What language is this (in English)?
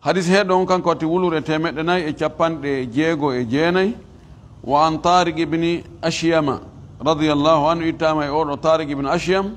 Fula